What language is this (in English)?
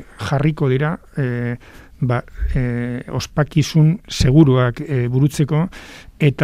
Basque